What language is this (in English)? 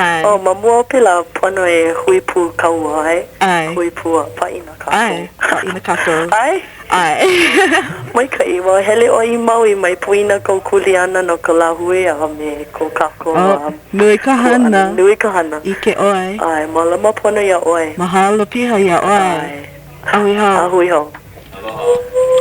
Hawaiian